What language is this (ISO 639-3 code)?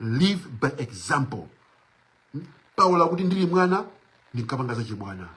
nya